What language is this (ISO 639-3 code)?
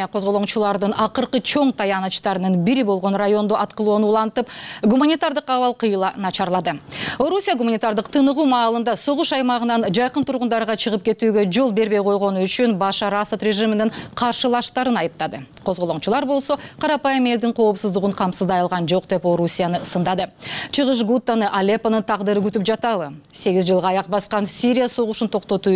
kir